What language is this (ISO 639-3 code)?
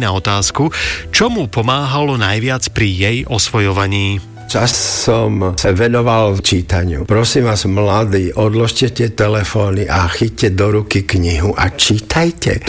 slk